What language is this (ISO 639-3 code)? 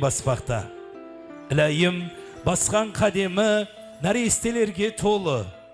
kaa